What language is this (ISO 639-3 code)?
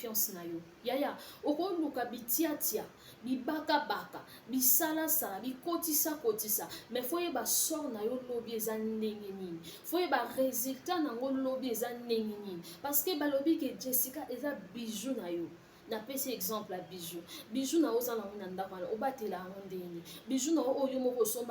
lin